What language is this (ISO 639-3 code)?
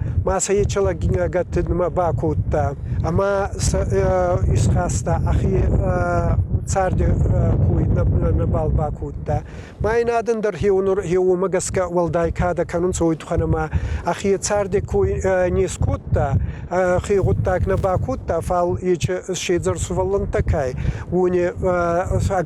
oss